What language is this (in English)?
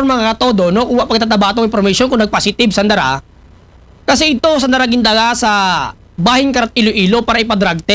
Aklanon